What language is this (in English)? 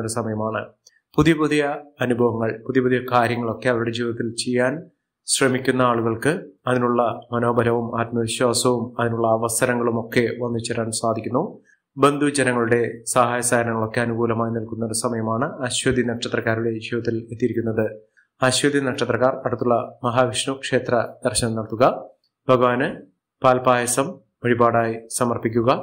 Malayalam